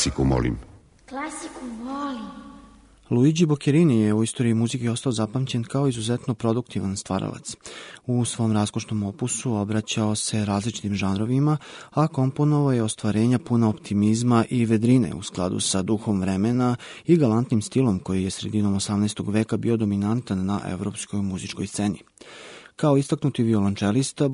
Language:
Serbian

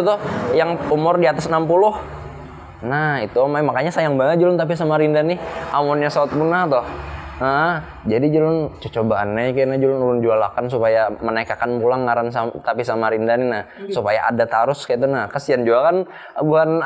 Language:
Banjar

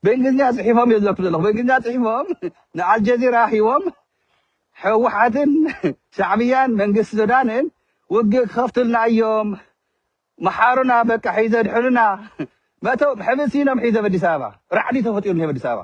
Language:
Tigrinya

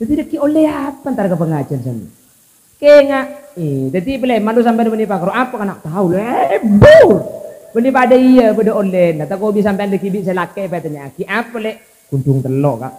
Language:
Madurese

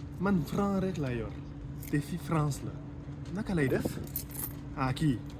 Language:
Wolof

